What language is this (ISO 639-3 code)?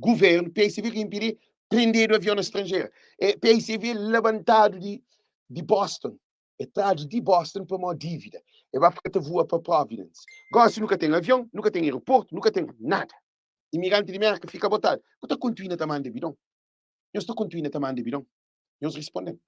kea